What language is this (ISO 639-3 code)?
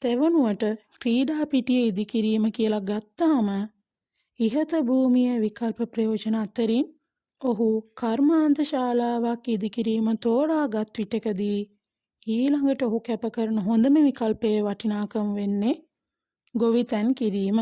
sin